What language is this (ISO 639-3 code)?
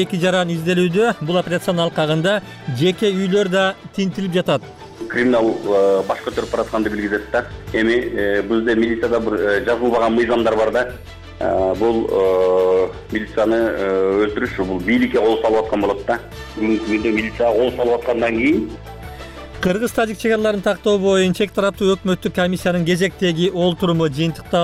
kir